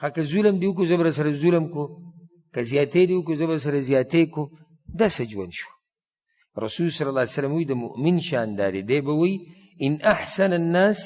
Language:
Pashto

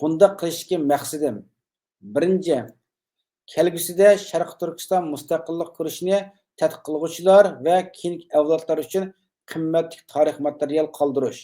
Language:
Uyghur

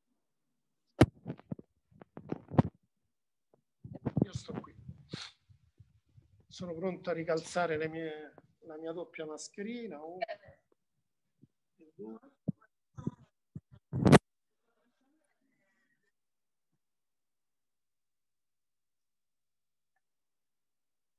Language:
Italian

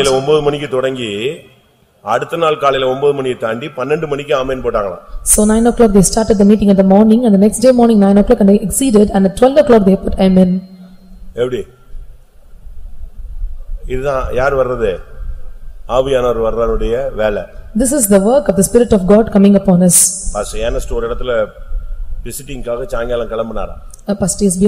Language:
Tamil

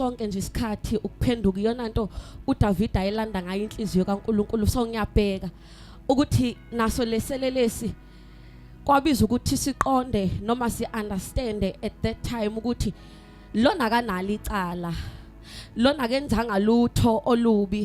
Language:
Zulu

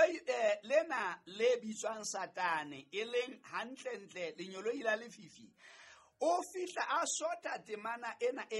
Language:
Southern Sotho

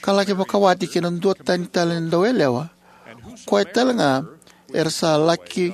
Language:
Fijian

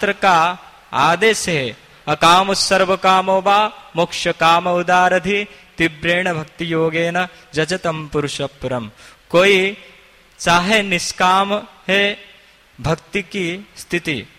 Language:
Hindi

